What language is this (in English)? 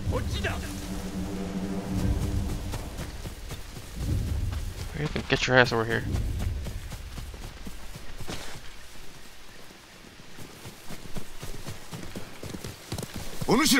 Japanese